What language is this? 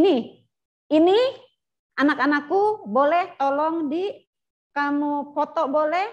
Indonesian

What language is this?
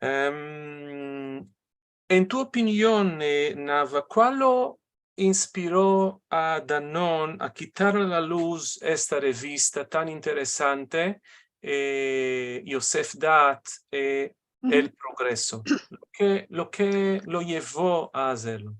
Ladino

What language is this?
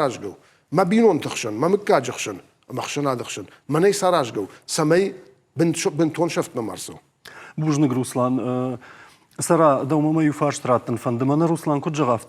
Ossetic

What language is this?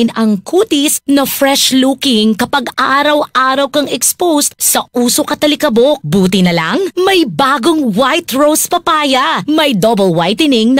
Bikol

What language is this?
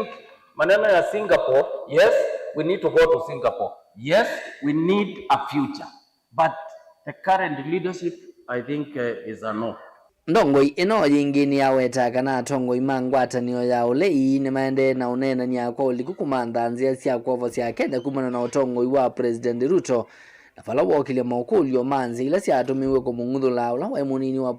Kamba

